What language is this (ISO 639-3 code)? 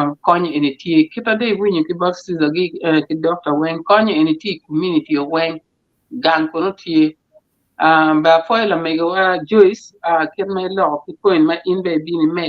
ach